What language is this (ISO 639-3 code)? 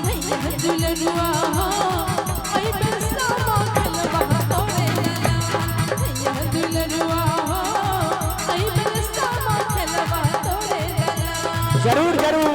mai